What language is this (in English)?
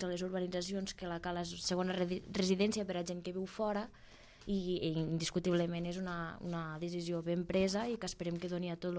Catalan